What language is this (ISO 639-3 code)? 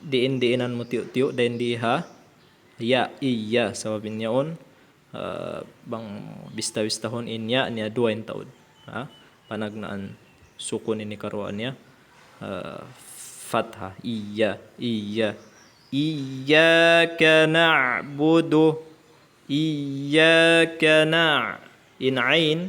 tsg